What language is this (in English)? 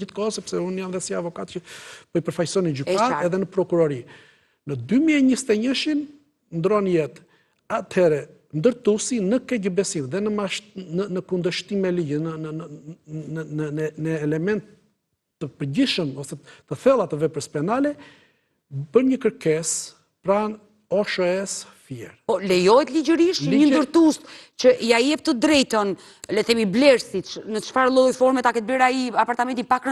Albanian